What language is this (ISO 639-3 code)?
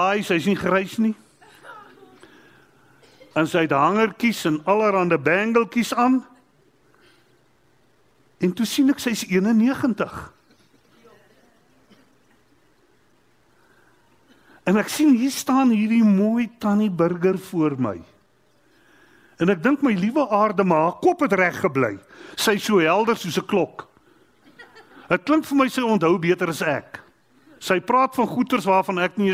afr